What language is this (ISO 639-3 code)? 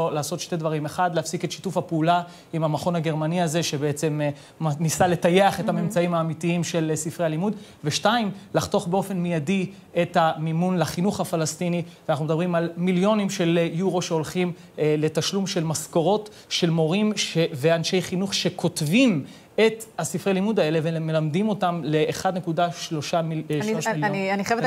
heb